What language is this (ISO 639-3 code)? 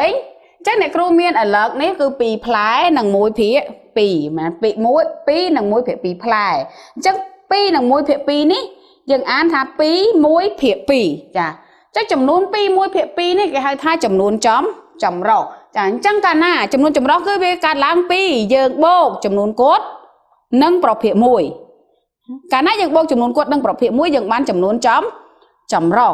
khm